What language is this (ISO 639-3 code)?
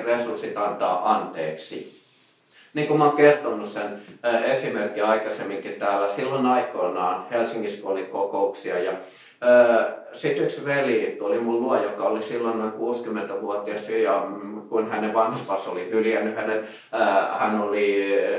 fin